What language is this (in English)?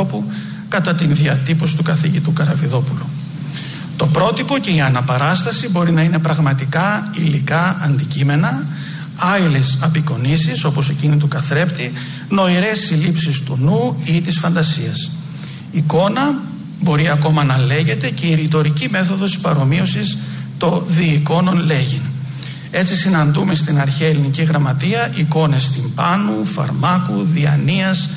Greek